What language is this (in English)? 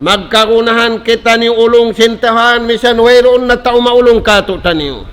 Tausug